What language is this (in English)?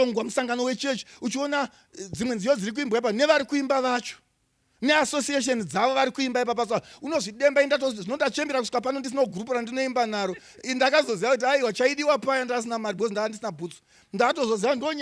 Shona